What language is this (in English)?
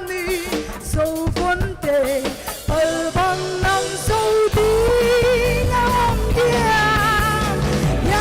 Paite Chin